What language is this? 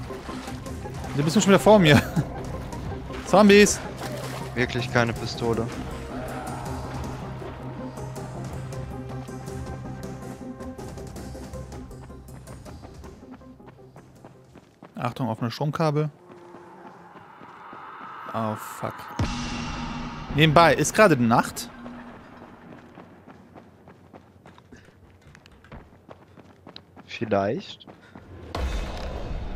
German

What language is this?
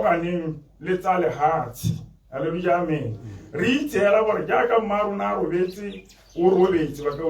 Tswana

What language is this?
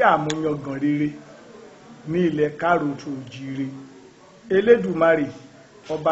Yoruba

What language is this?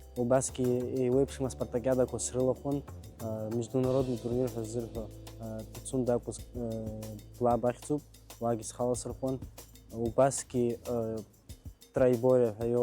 Abkhazian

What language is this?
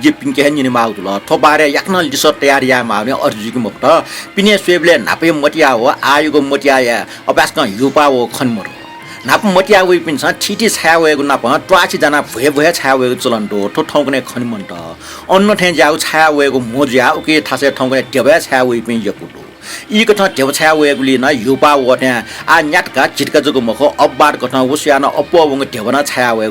Newari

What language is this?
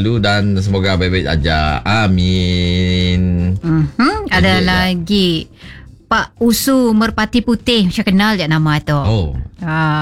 Malay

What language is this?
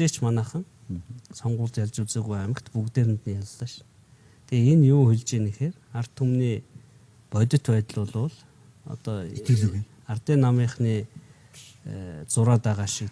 Mongolian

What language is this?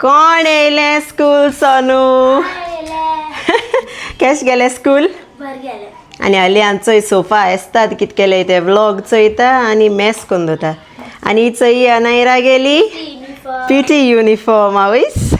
Konkani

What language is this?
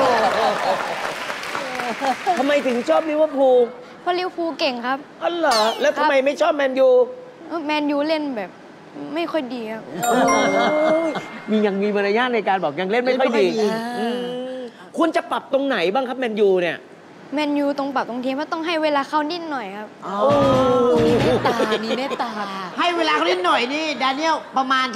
Thai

